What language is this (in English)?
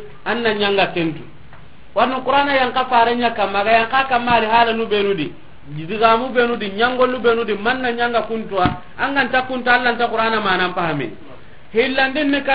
Soninke